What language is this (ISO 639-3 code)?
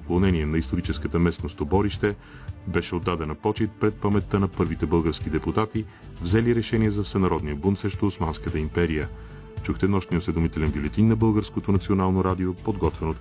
bul